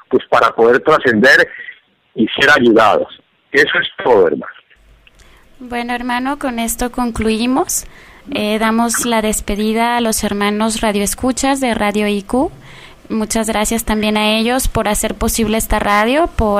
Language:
Spanish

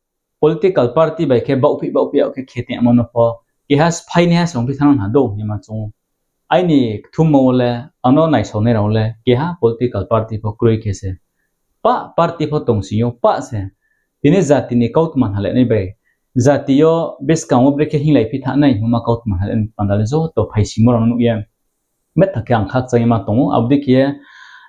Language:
Riang (India)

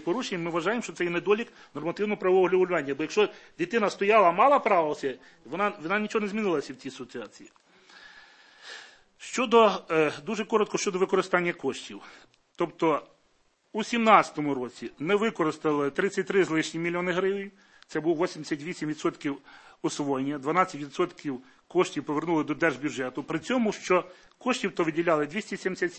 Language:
Ukrainian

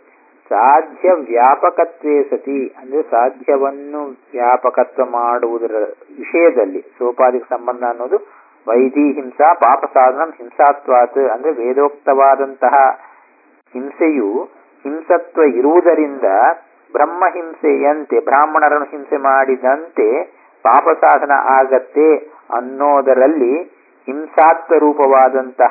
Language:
Kannada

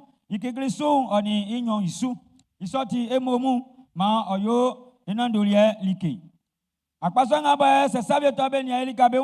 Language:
Baoulé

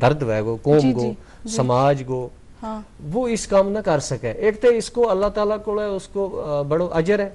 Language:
Gujari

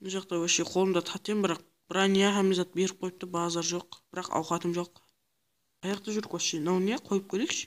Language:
Kara-Kalpak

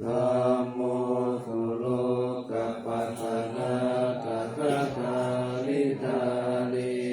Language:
Pali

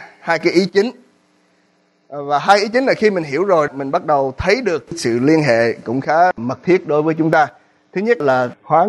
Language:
Vietnamese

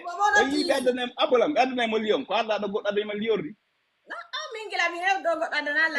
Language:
Fula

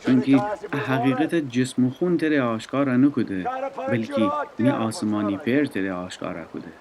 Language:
Gilaki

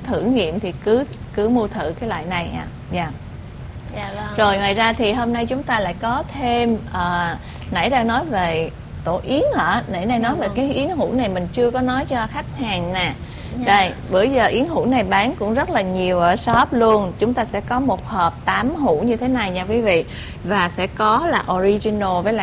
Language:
Vietnamese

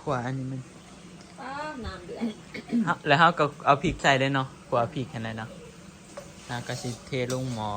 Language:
Northeastern Thai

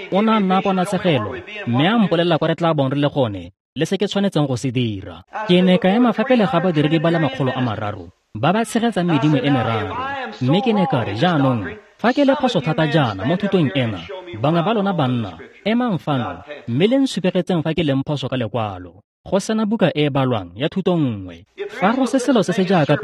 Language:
Tswana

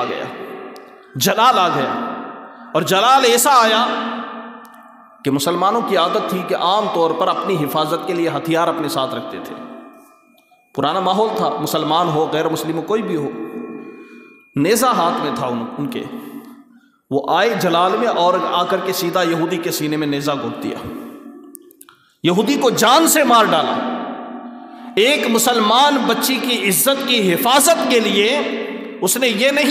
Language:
Urdu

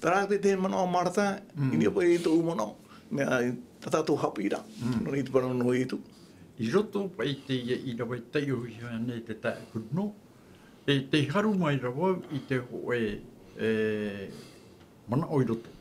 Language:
Tahitian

